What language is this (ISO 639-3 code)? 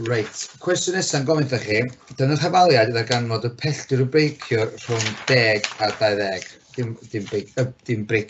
cym